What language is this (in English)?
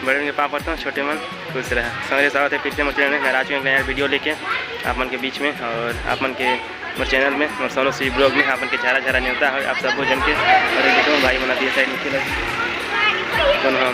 Chhattisgarhi